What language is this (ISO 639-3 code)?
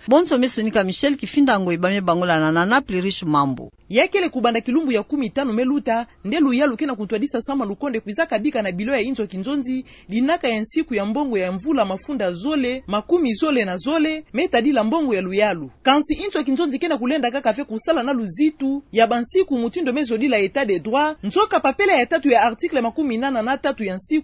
ktu